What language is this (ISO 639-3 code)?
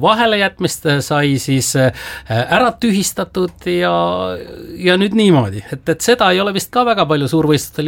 est